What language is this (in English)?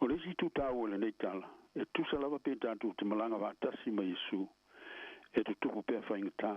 Samoan